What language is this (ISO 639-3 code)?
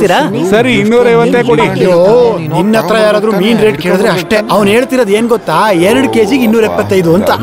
kan